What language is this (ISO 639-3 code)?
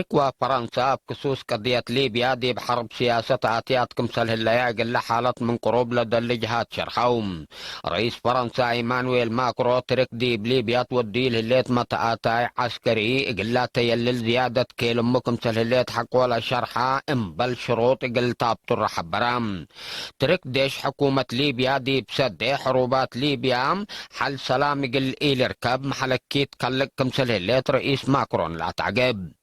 tig